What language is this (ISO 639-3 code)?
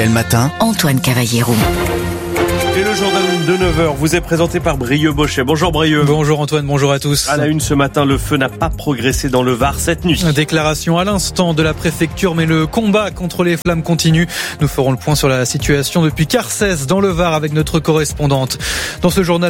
fra